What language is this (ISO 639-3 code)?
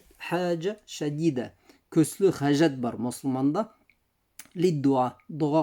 bak